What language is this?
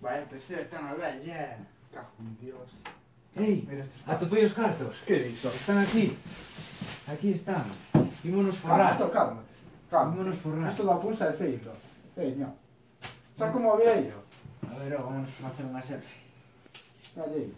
Galician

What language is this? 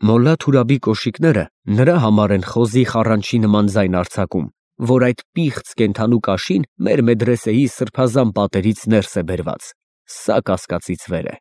Armenian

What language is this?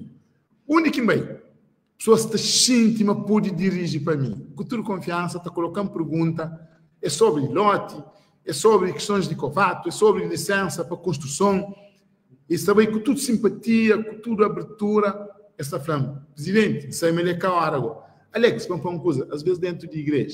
Kabuverdianu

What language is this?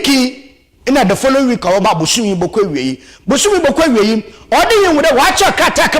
Akan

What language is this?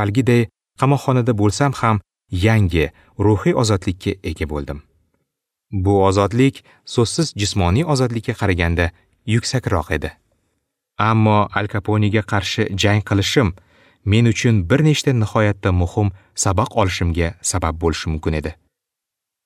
Uzbek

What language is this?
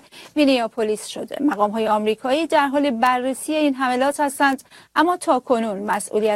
Persian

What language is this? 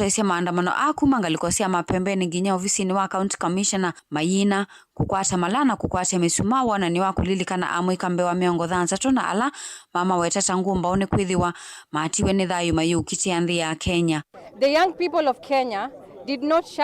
Kamba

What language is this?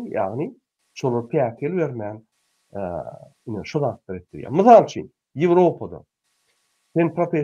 Turkmen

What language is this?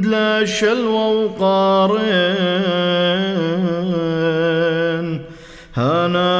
Classical Syriac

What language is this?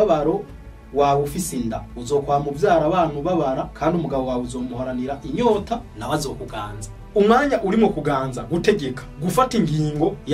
Rundi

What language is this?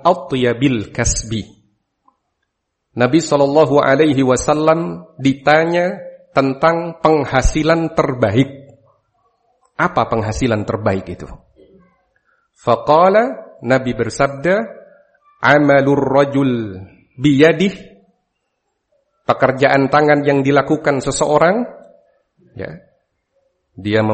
Indonesian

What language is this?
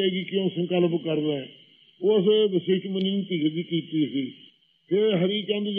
Punjabi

